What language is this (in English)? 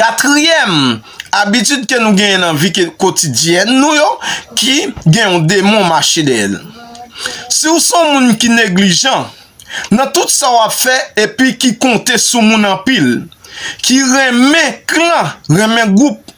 Haitian Creole